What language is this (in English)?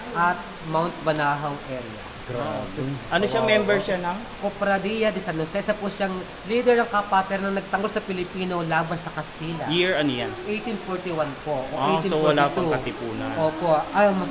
Filipino